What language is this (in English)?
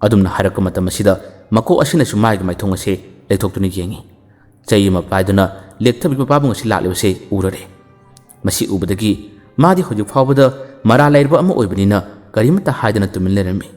Manipuri